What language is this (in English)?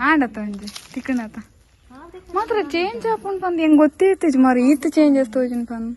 Tulu